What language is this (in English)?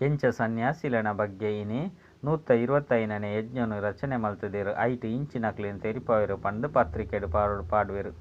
Tulu